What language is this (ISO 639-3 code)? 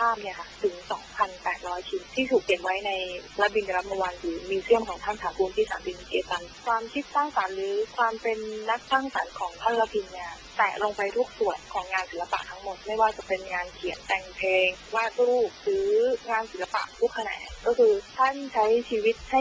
tha